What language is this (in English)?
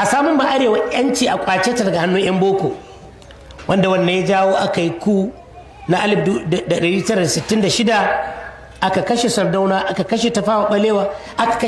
Hausa